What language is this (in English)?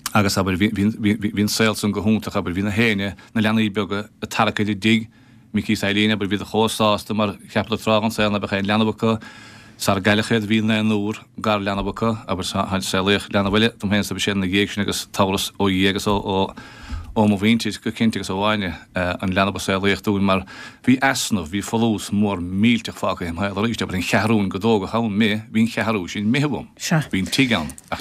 Irish